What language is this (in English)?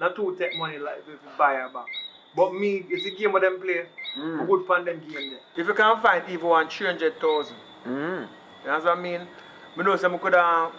Jamaican Creole English